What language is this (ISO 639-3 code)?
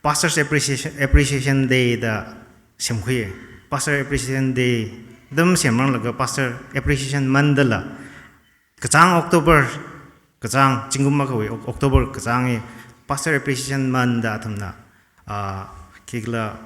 nmf